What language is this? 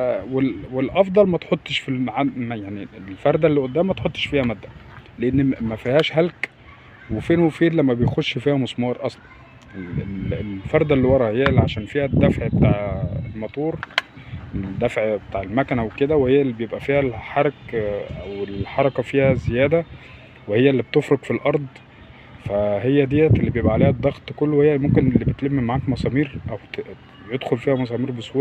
Egyptian Arabic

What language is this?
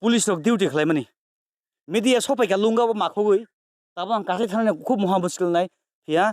Kok Borok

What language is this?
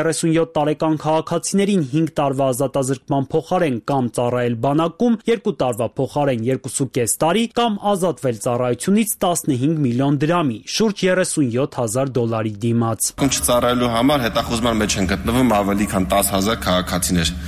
Armenian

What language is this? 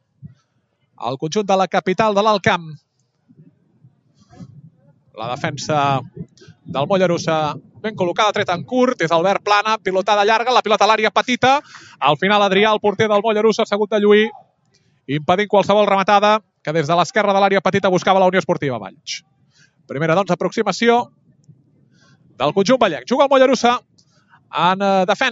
Catalan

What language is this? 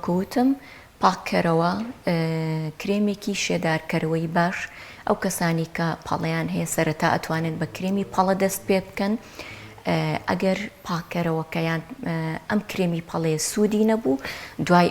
Central Kurdish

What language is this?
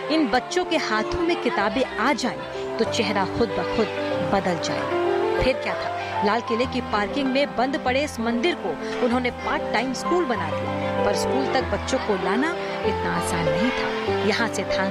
Hindi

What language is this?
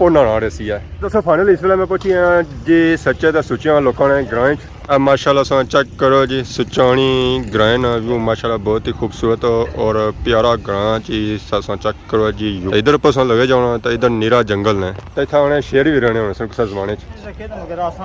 Pahari-Potwari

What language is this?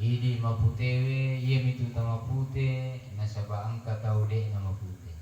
Buginese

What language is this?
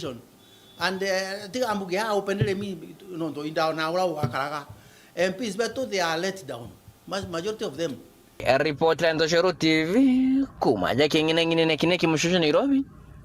Meru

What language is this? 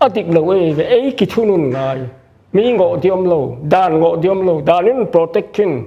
Paite Chin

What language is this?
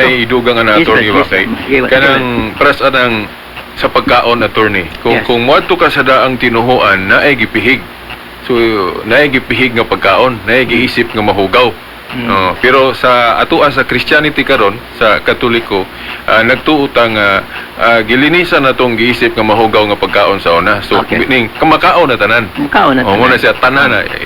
Cebuano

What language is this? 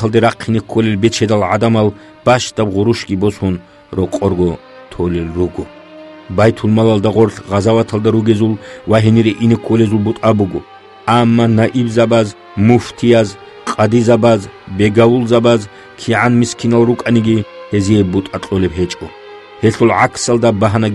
Avaric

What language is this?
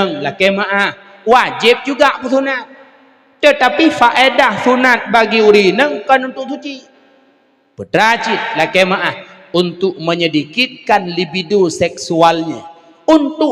Achinese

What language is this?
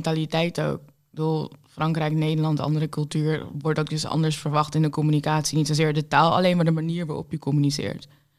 Dutch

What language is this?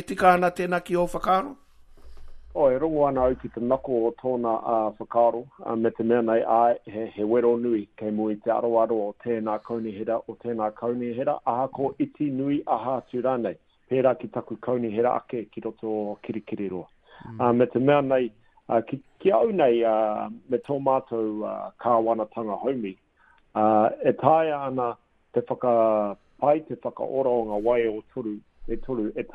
Māori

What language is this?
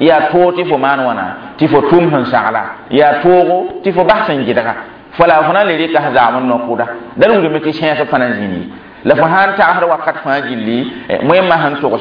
Mossi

